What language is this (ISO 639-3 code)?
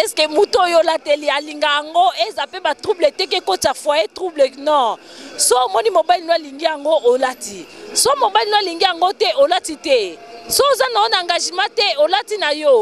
lin